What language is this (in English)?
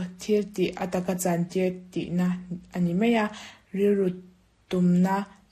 Mizo